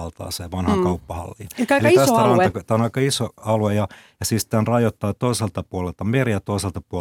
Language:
Finnish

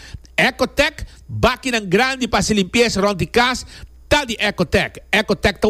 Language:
Papiamento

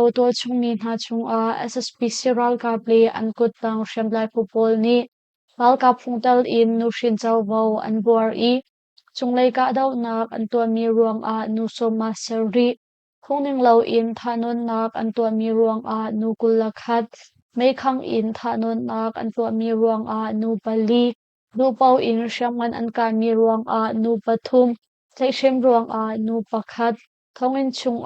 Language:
Hakha Chin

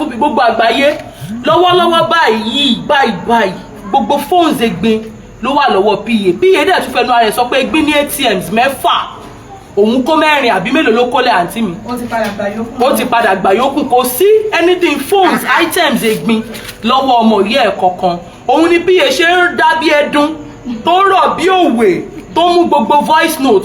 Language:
Yoruba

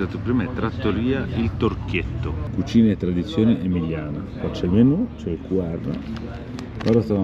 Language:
Italian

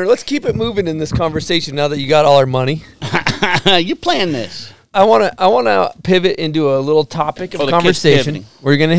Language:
English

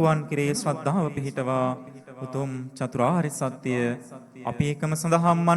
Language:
Sinhala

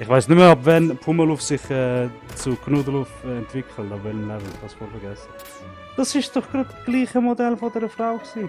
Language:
Swiss German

